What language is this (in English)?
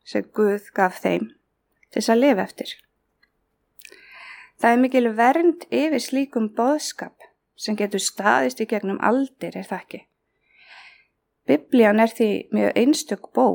Icelandic